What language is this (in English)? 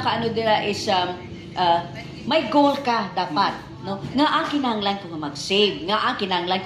Hiligaynon